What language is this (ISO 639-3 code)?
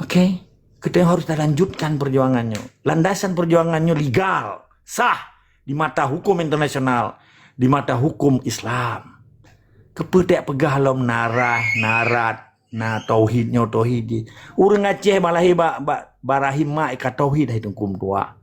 ace